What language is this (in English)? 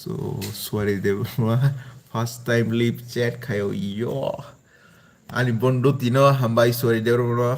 Kok Borok